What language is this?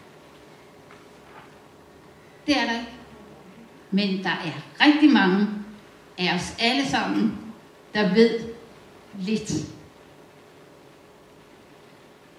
Danish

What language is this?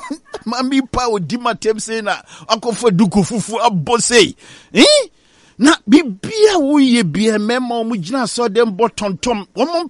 Akan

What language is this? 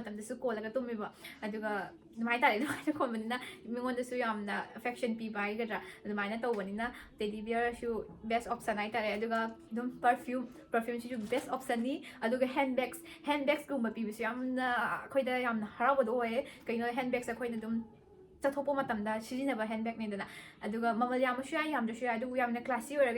Manipuri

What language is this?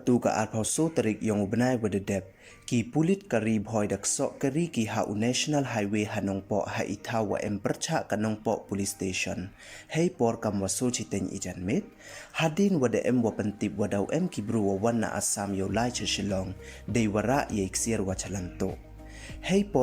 Pnar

